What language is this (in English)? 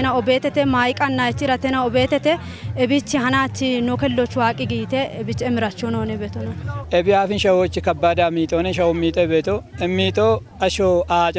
Kafa